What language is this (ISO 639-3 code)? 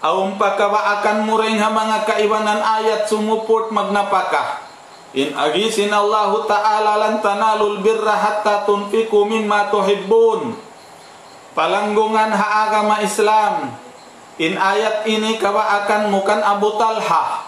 tsg